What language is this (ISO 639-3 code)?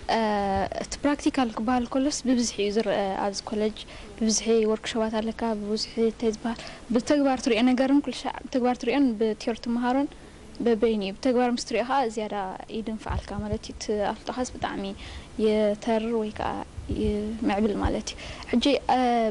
tir